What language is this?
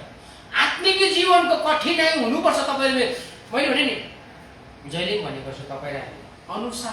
Nepali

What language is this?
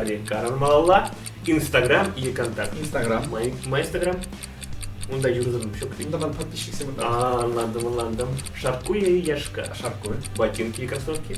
Chuvash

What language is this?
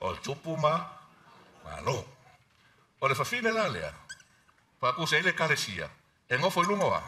Samoan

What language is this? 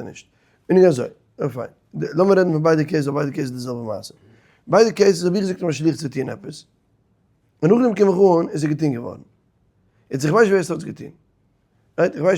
Yiddish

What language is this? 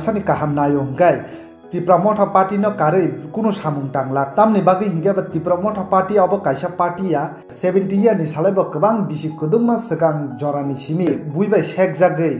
Kok Borok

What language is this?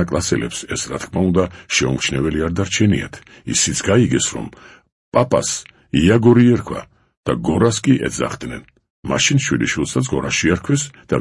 Georgian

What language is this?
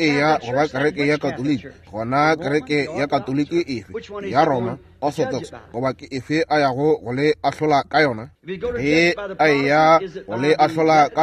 Northern Sotho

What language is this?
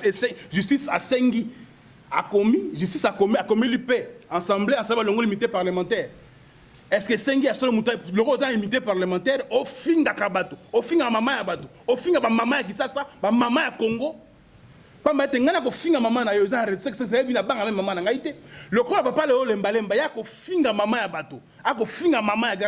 Lingala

